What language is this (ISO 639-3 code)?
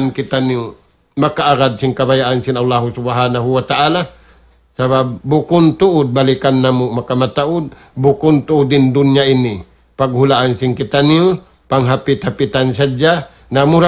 tsg